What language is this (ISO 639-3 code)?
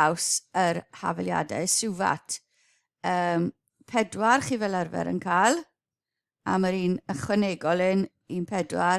cym